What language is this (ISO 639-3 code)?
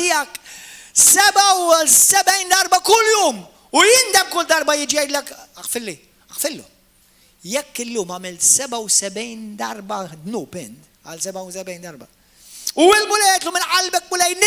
mlt